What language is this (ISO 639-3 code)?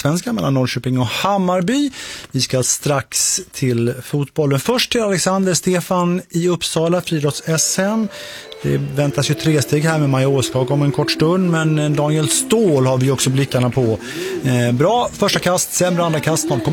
swe